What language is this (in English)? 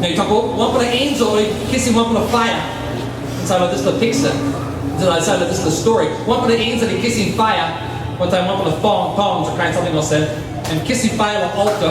Tok Pisin